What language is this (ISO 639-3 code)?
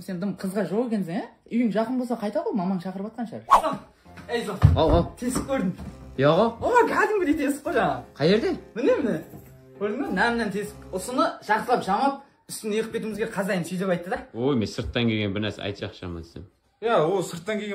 kaa